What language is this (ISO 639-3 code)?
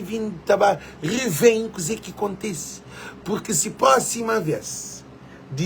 kea